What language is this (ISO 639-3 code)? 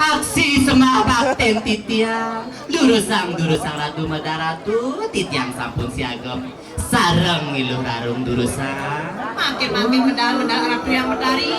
ban